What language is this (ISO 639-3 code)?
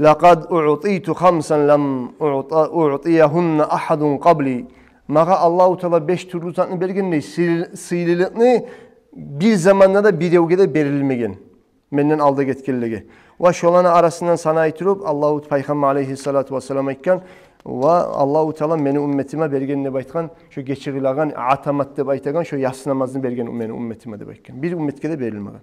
kum